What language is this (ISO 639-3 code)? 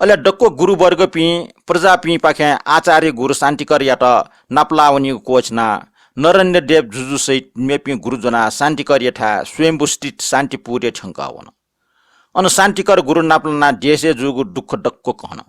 new